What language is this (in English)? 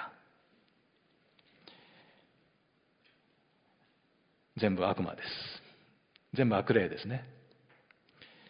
Japanese